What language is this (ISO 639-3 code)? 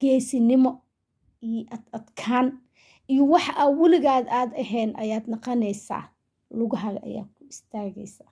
som